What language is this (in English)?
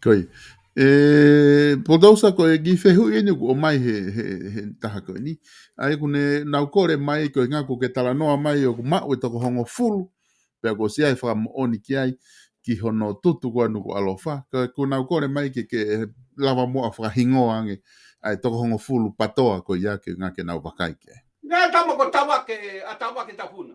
Tongan